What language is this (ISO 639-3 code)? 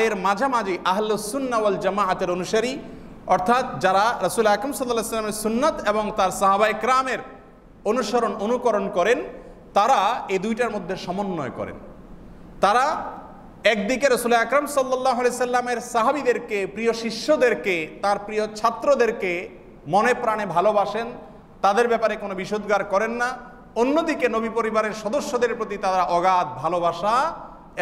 ben